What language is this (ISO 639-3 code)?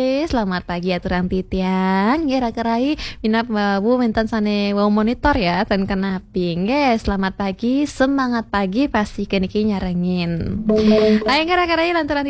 ban